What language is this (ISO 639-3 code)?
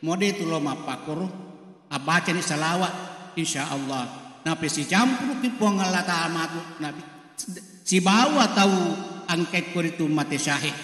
bug